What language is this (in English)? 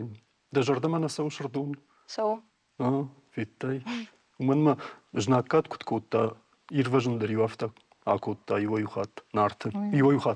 Ossetic